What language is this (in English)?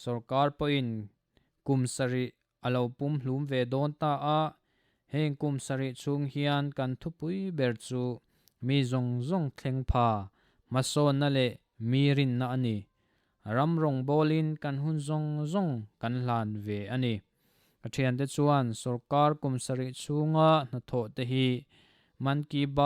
Mizo